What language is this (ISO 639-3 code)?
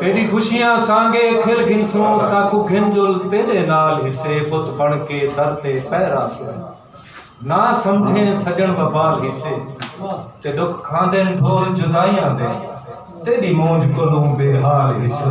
skr